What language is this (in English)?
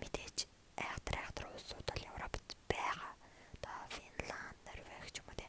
Mongolian